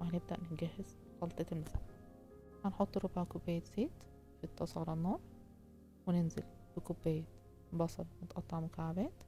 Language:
Egyptian Arabic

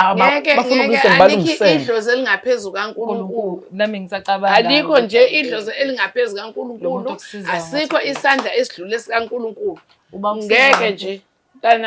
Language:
Zulu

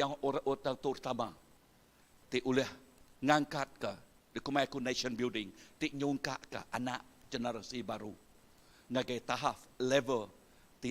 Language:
Iban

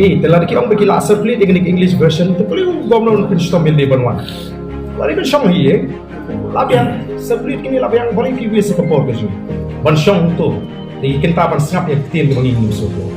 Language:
Khasi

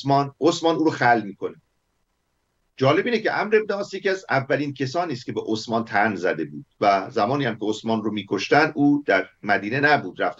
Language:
Persian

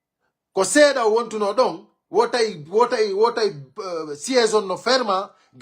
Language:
Pular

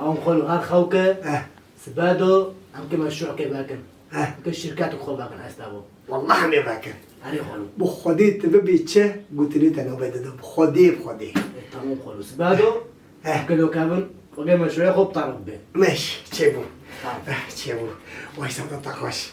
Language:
Kurdish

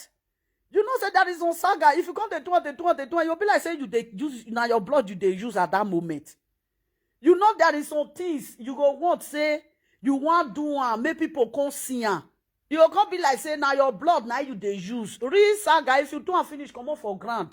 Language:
Nigerian Pidgin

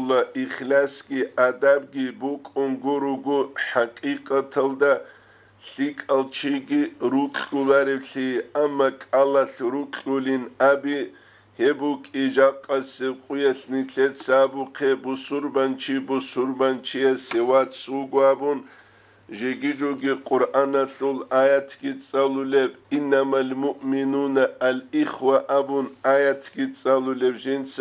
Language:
Avaric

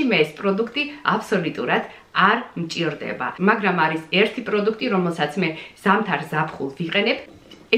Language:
Georgian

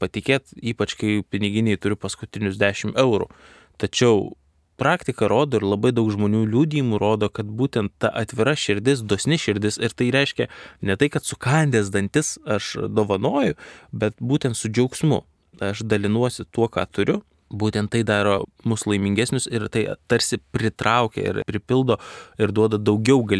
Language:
Lithuanian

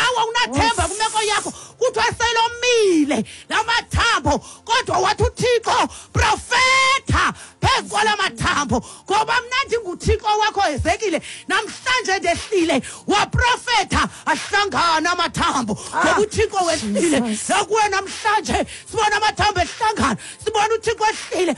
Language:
Xhosa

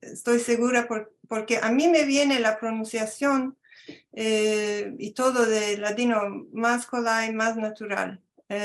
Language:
Ladino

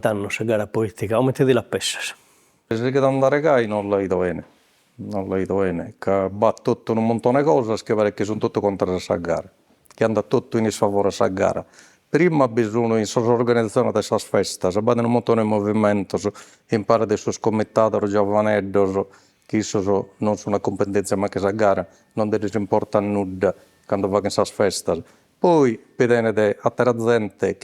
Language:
Sardinian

